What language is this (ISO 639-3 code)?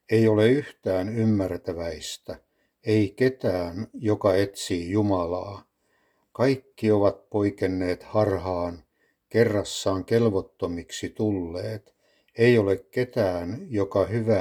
fin